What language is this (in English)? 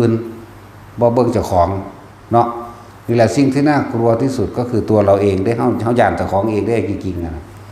Northeastern Thai